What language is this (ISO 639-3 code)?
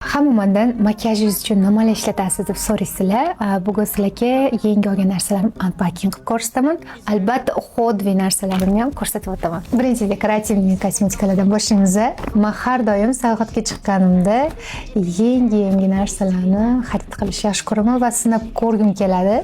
uzb